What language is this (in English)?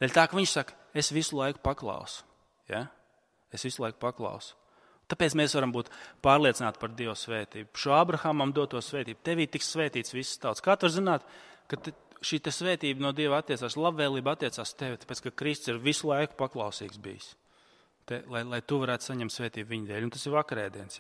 Latvian